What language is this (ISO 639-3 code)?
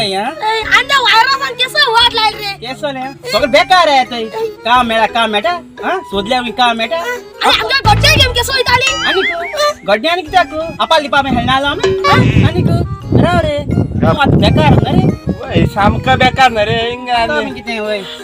kok